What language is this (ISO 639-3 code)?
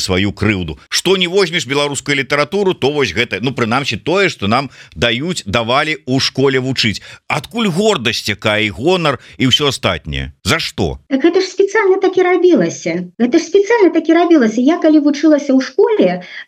bel